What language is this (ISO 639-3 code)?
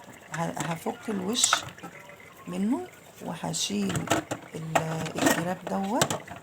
arz